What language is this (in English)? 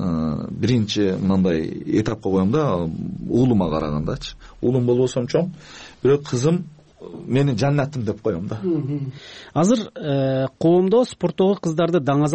Kyrgyz